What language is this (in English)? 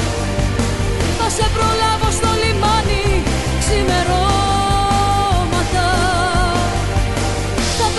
Greek